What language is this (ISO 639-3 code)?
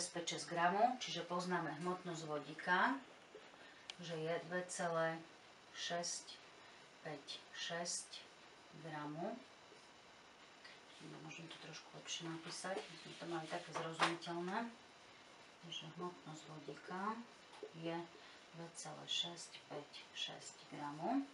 slk